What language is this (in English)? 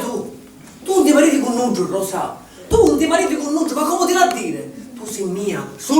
Sicilian